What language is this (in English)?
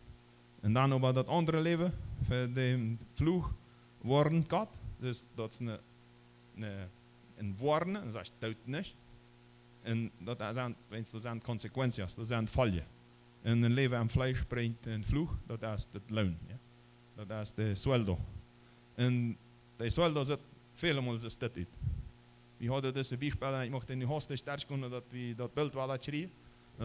Plautdietsch